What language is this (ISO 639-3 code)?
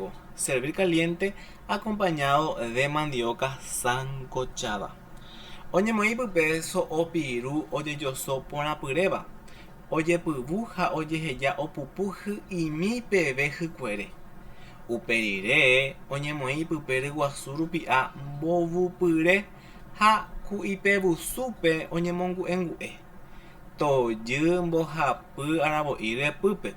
grn